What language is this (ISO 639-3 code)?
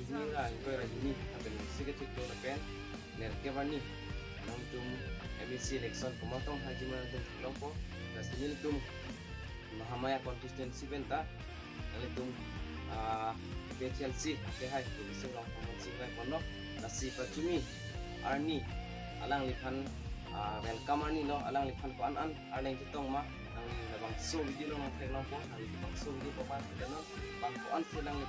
mjw